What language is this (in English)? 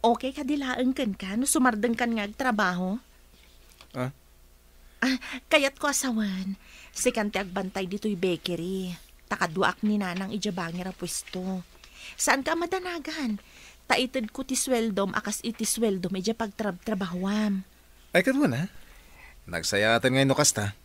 Iloko